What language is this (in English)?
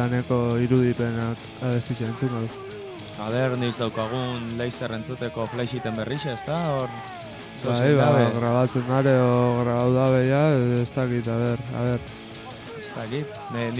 Basque